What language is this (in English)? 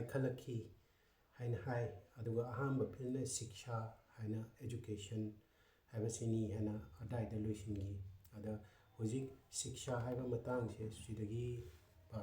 Manipuri